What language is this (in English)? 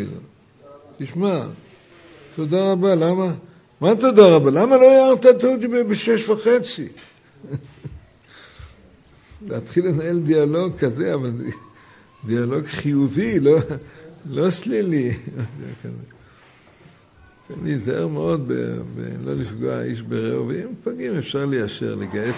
Hebrew